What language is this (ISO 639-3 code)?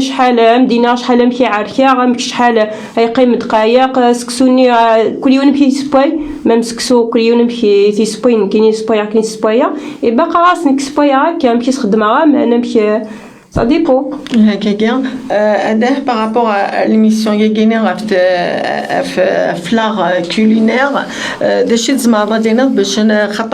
kab